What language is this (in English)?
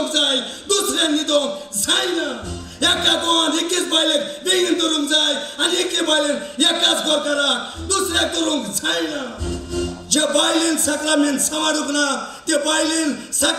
Konkani